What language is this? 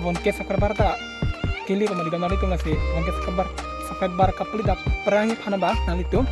Karbi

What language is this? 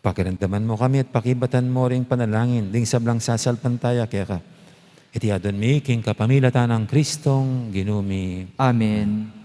Pampanga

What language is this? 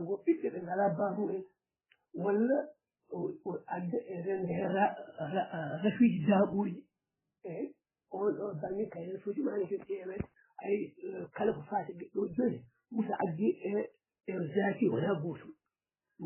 Fula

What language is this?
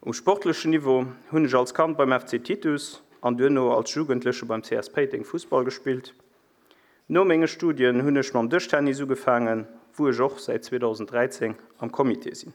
Luxembourgish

